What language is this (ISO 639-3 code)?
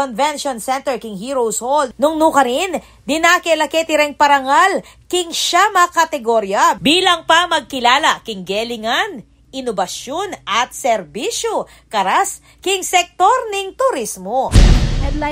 pam